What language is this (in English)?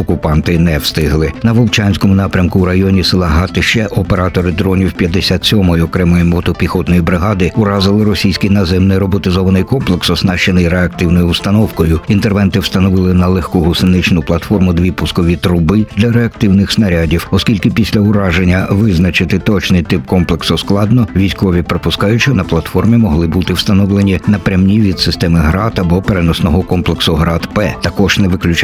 Ukrainian